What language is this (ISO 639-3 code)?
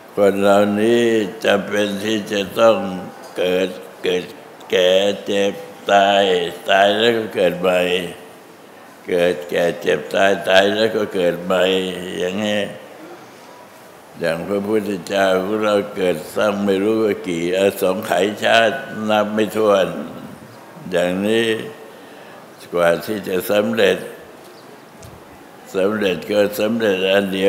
tha